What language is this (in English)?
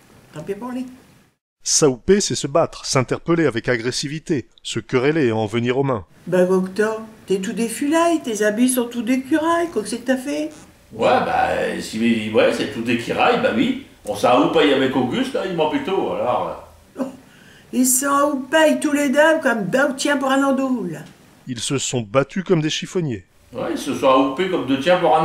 Picard